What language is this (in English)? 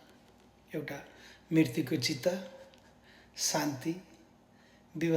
Nepali